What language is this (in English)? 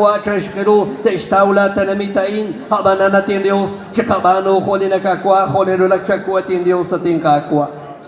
Kekchí